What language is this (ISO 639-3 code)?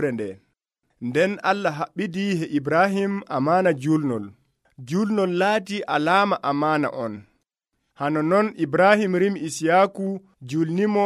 fuv